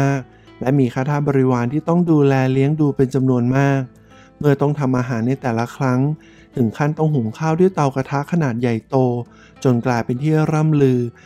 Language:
Thai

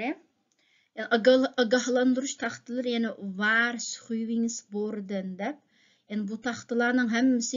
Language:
Uyghur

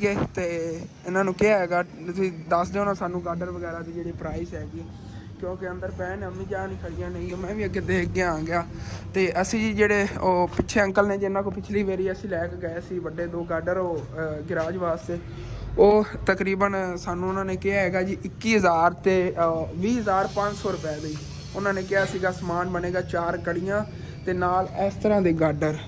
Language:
Punjabi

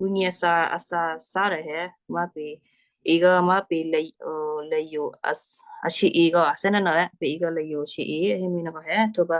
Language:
Western Kayah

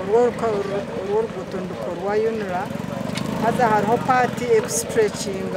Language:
Nyankole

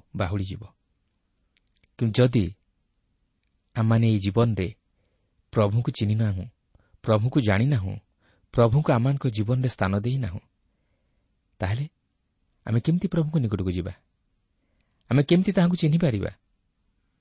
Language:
Odia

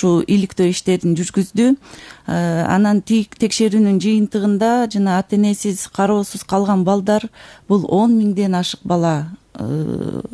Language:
Kyrgyz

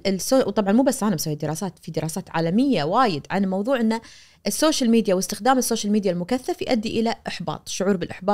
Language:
Najdi Arabic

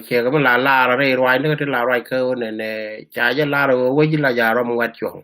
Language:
Nuer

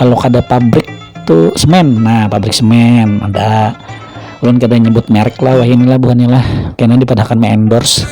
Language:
Banjar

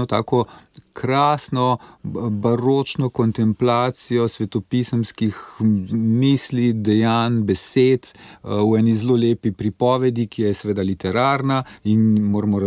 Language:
Slovenian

